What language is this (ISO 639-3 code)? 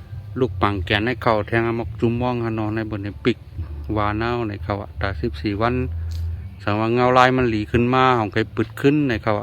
shn